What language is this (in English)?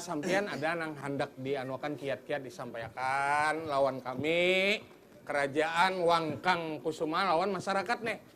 Banjar